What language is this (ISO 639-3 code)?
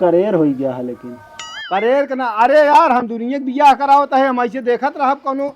awa